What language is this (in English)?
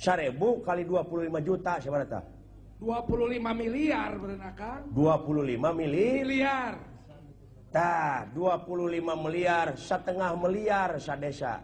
Sundanese